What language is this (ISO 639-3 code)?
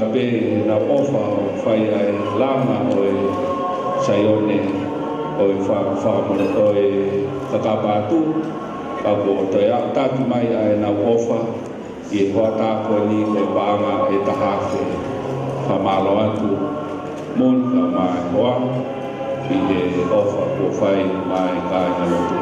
ton